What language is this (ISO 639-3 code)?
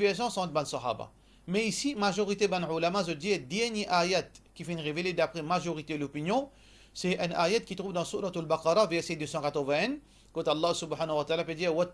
mfe